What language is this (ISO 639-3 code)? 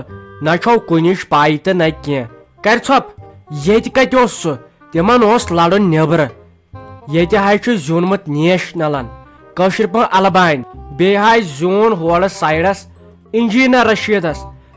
kas